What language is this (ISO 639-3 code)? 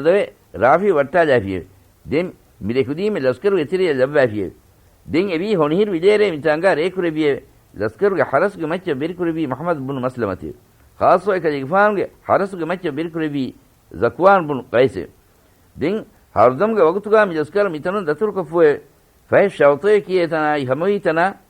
div